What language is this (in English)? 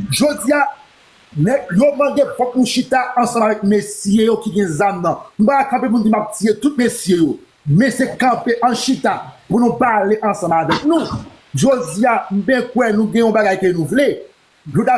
Haitian Creole